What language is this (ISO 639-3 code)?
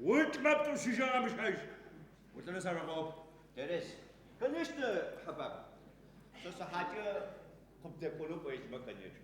ady